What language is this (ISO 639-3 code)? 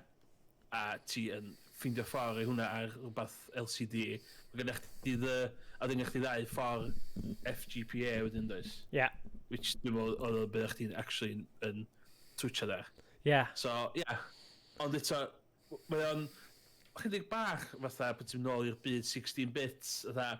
cym